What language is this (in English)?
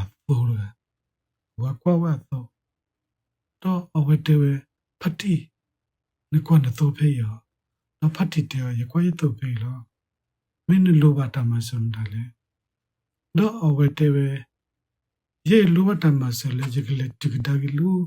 S'gaw Karen